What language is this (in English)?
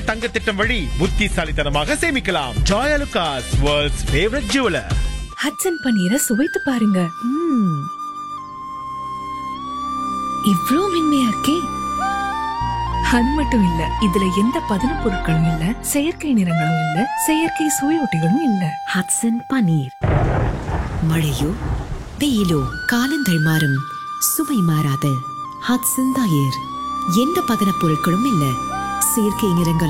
Tamil